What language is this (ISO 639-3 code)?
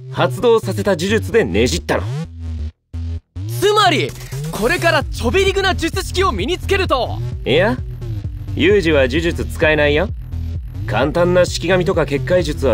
jpn